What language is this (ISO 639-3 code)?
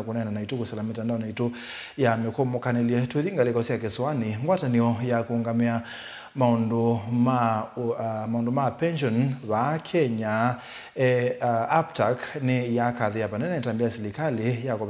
kam